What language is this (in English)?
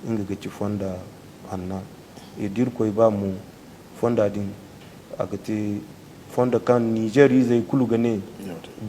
Zarma